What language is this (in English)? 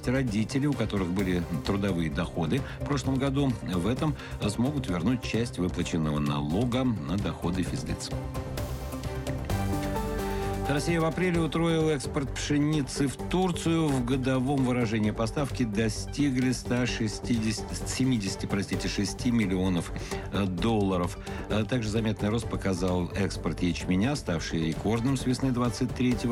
Russian